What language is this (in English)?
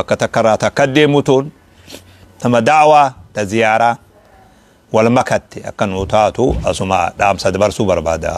Oromo